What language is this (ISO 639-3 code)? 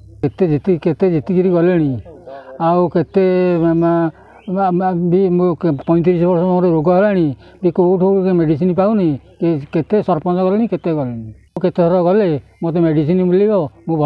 ori